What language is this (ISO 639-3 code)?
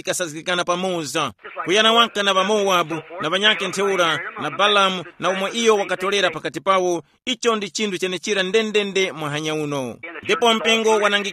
tum